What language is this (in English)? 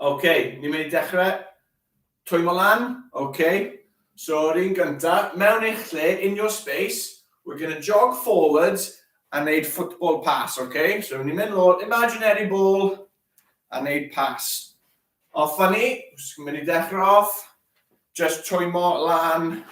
Welsh